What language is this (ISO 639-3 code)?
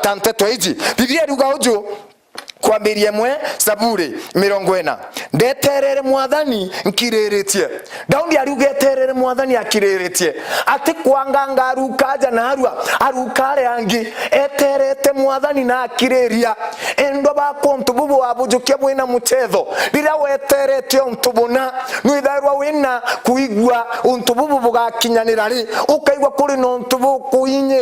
mer